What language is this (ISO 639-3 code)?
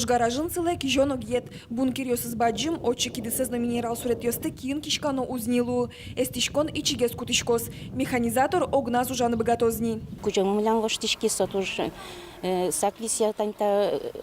udm